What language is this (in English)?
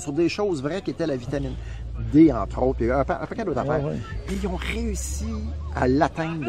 French